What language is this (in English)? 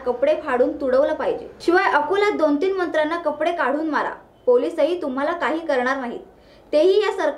Marathi